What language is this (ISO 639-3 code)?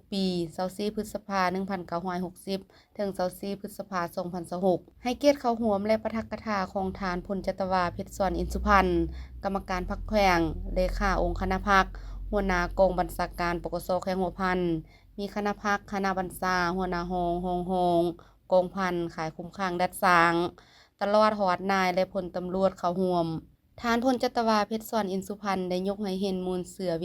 lao